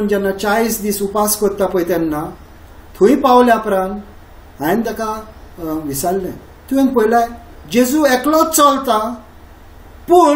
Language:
Konkani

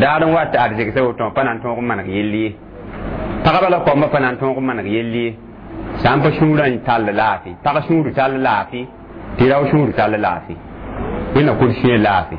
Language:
Mossi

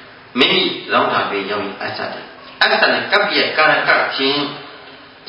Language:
Burmese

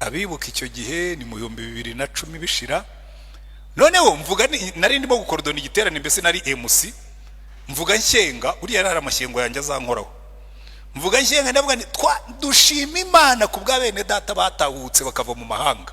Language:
Kinyarwanda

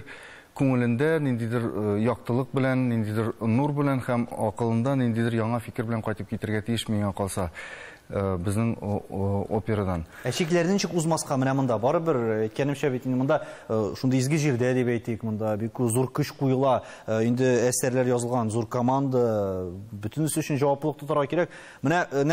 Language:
Tatar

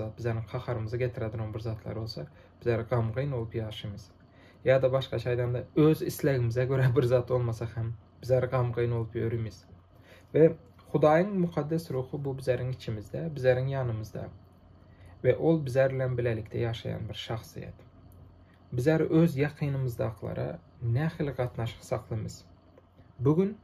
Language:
Turkmen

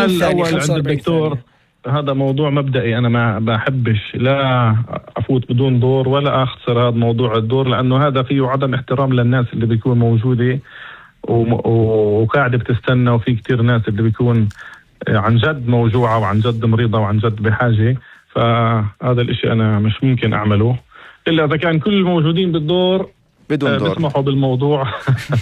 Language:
North Levantine Arabic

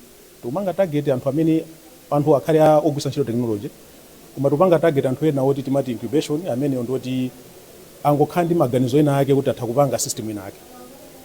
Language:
Nyanja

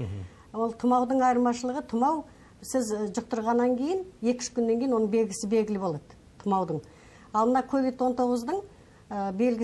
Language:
Kazakh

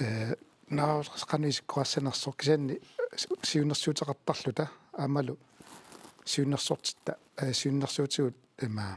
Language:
Kalaallisut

